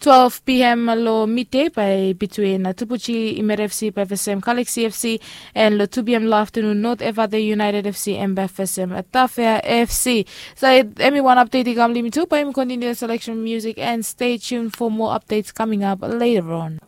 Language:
Bislama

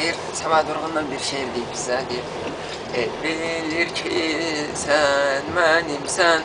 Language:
Azerbaijani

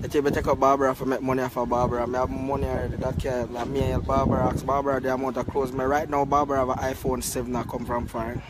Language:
Jamaican Creole English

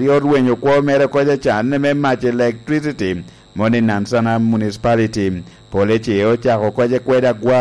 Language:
Lango (Uganda)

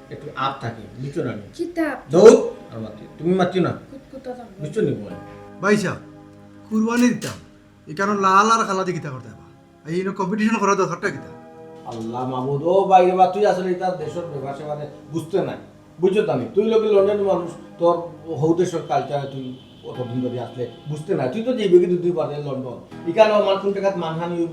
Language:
Sylheti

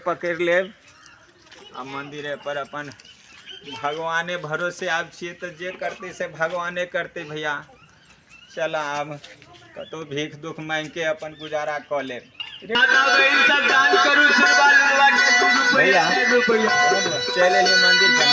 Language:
Maithili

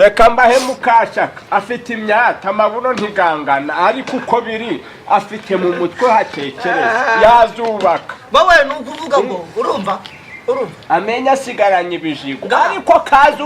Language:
Kinyarwanda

